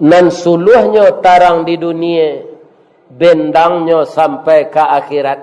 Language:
Minangkabau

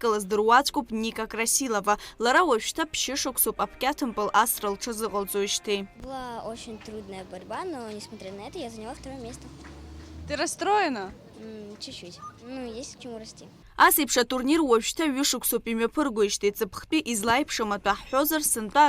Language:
Abkhazian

